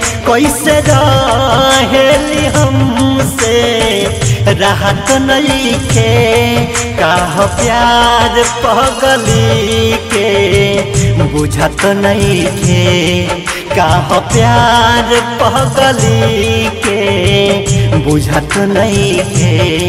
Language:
Bhojpuri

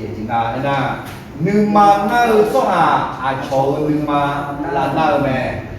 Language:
Akha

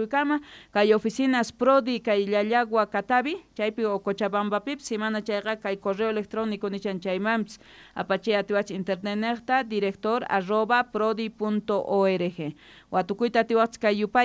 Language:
South Bolivian Quechua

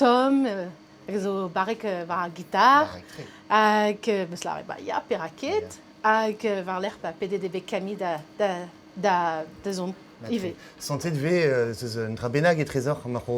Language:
Breton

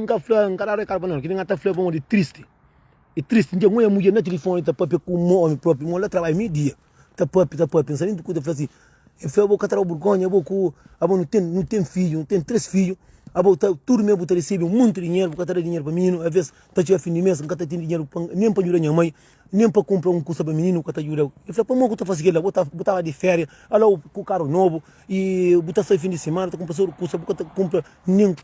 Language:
Kabuverdianu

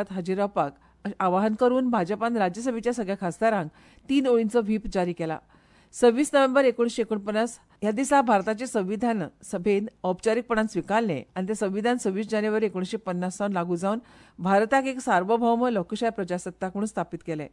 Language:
Konkani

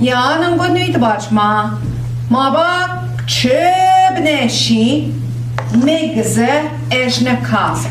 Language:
Central Ojibwa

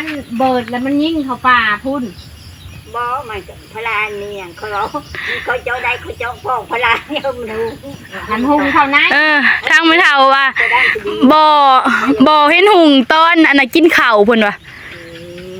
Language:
Northeastern Thai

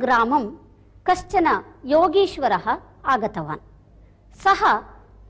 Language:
Sanskrit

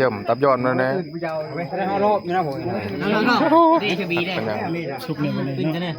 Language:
Northeastern Thai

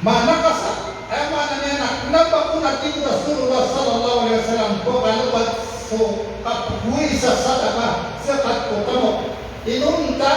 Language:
Maranao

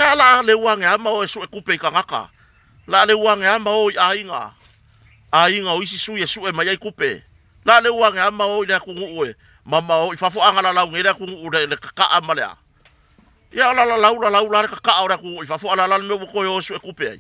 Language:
Samoan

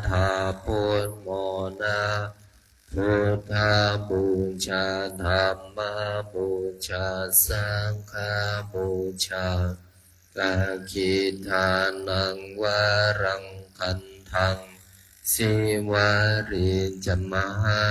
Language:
Pali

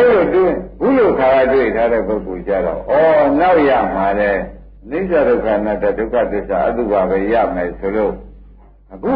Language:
Burmese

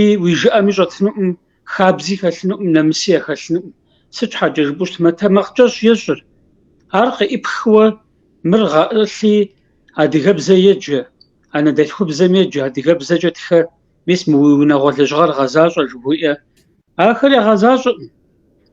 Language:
Kabardian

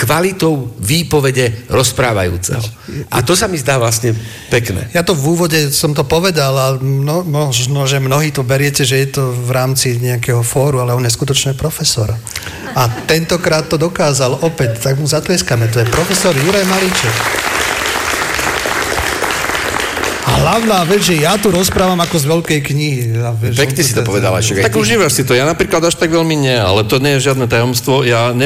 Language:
Slovak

